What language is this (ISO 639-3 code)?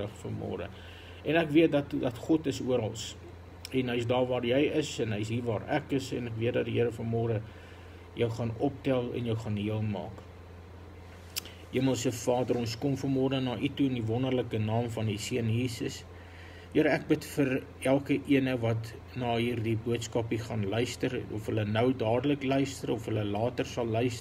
afr